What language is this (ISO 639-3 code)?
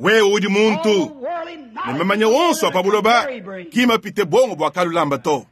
lua